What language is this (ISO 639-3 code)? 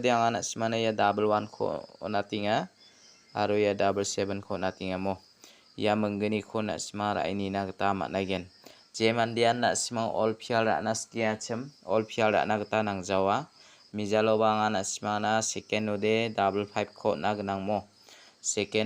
grt